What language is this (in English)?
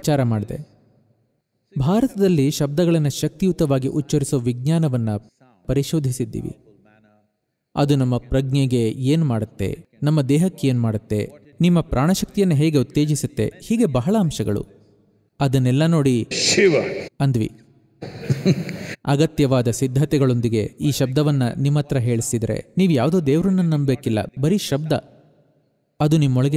Kannada